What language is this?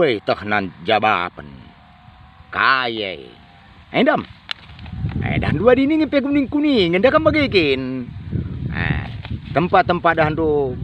Batak Karo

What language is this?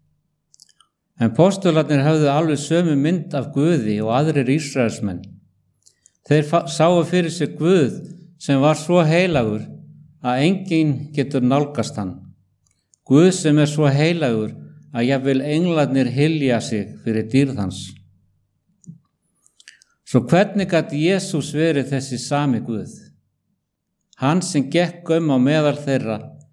Icelandic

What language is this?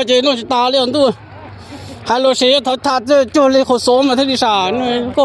Hmong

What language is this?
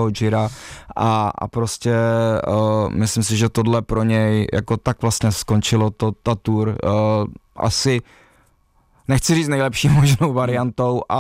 Czech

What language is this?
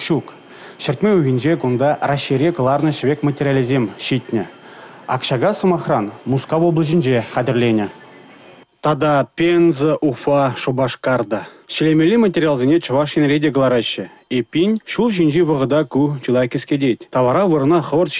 Chuvash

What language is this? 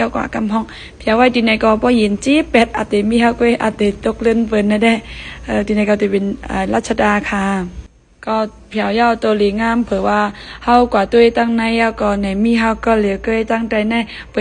Shan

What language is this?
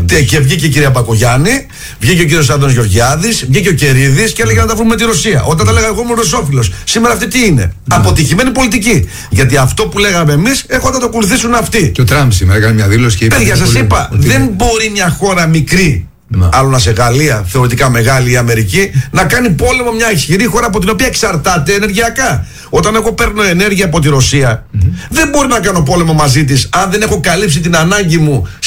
Greek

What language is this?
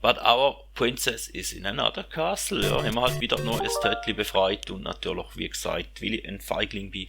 Swiss German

